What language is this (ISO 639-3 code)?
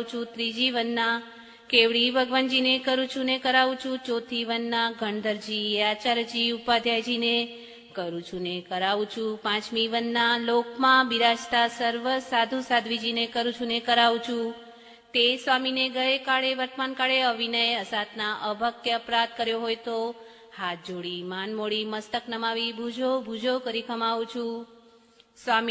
guj